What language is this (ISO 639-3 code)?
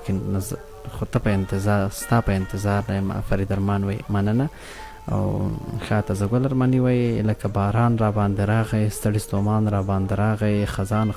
pus